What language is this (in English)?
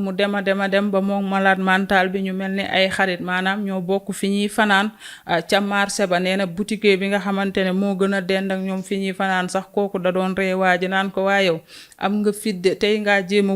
Wolof